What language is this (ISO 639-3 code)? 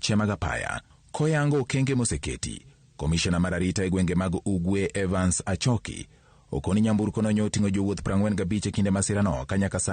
luo